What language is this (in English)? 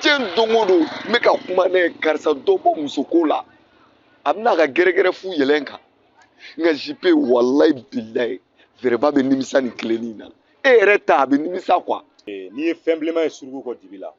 Bambara